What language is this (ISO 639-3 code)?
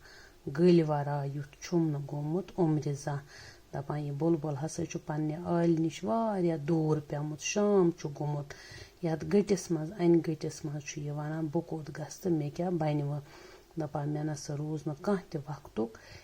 kas